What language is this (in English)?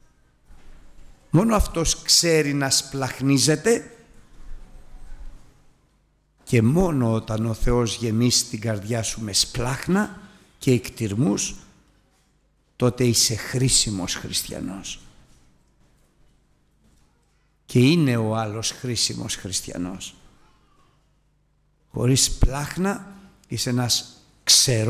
Greek